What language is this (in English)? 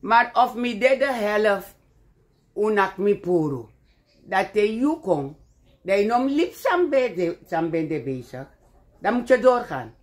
Sranan Tongo